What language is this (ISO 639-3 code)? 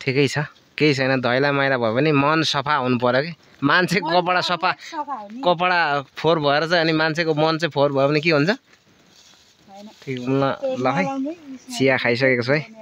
nep